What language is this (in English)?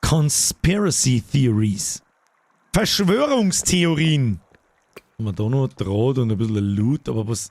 Bavarian